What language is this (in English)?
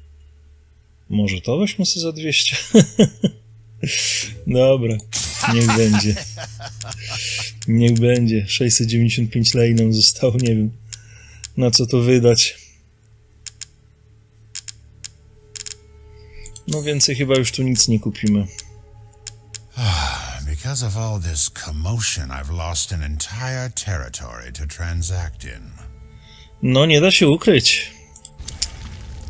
Polish